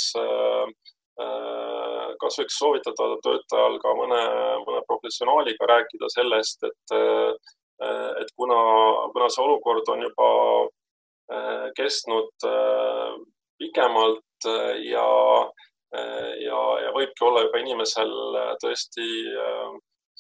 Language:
Estonian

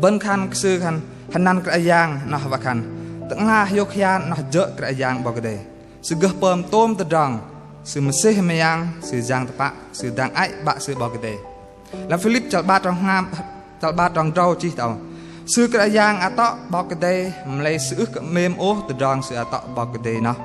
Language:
Bahnar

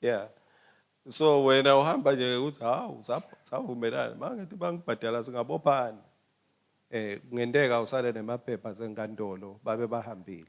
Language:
Swati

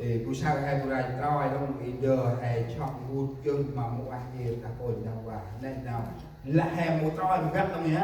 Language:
Central Mnong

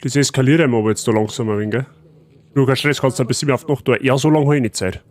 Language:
Bavarian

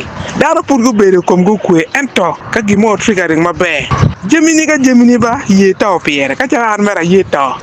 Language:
Acoli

